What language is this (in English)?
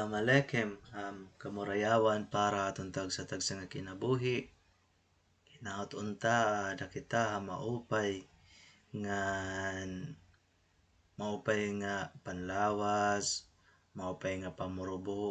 Waray